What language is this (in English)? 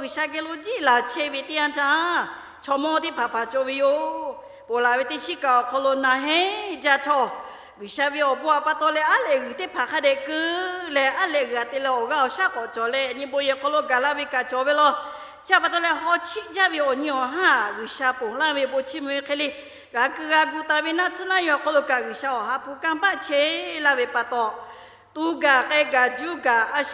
Lahu